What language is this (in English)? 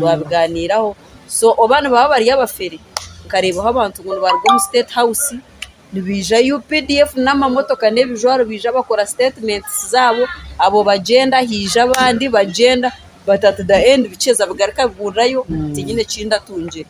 Nyankole